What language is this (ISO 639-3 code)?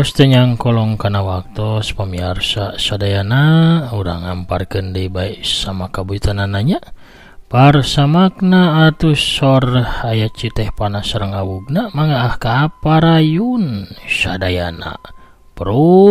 sun